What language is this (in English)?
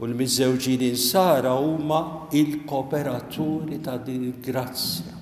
Maltese